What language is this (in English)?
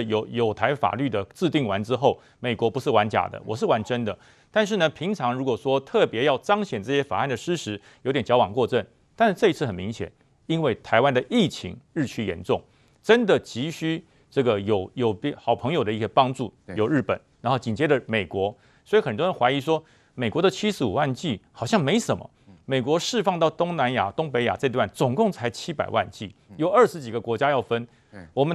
Chinese